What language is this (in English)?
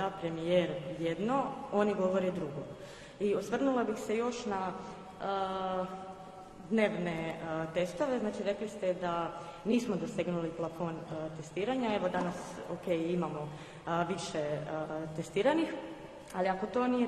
Croatian